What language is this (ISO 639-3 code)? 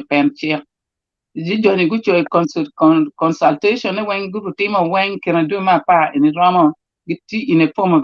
ach